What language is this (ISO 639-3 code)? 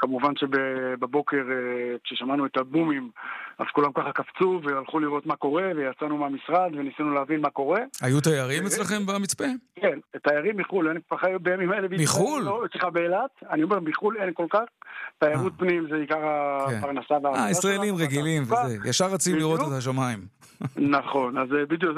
heb